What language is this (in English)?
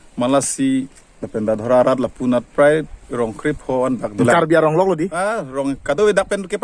Karbi